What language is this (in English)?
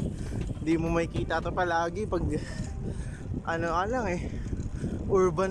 Filipino